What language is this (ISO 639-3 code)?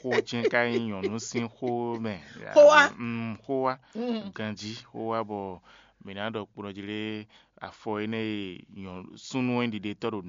fon